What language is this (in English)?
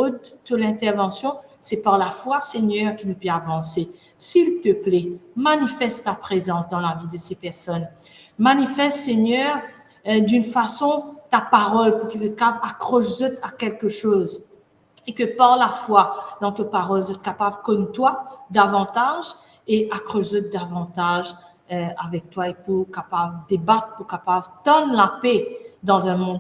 Morisyen